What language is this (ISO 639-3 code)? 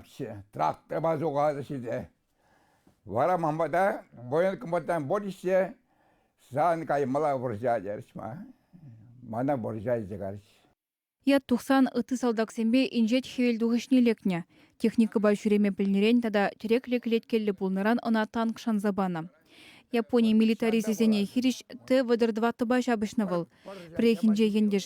chv